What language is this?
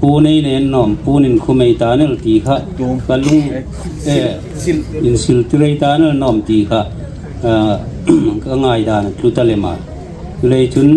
Hmar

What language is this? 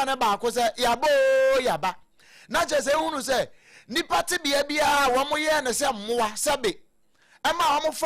Akan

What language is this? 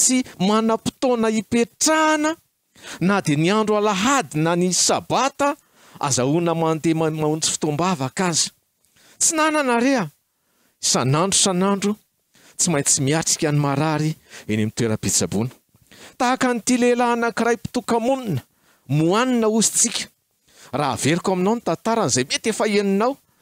Malagasy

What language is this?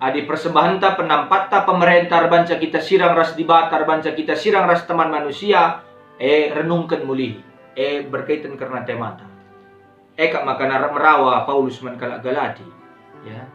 Batak Karo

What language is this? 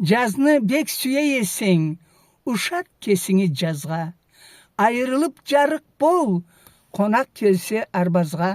Karachay-Balkar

